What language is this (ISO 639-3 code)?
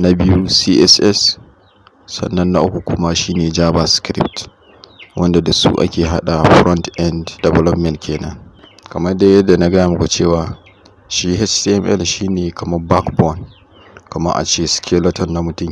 hau